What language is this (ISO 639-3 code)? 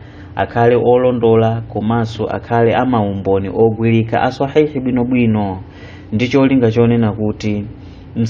nya